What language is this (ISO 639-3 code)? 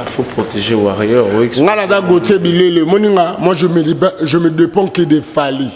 lin